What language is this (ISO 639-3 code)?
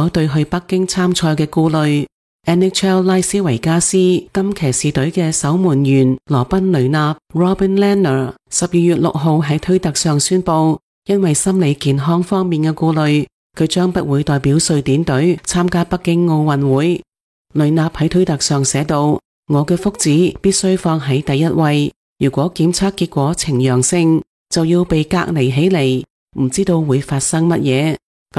yue